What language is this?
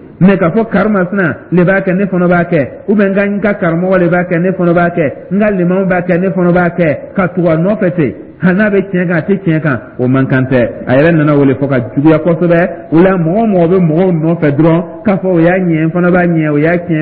Dyula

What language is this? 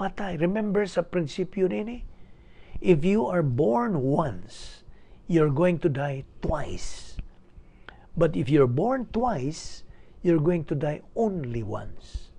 Cebuano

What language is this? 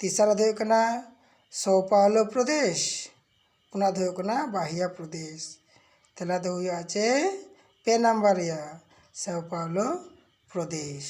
Santali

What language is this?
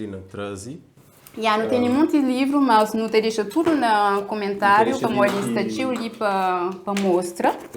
Kabuverdianu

